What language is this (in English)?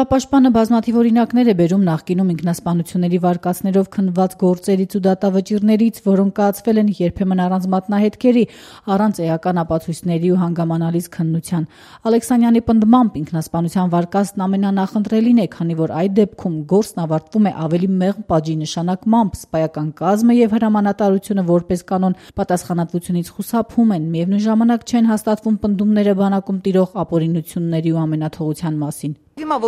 Armenian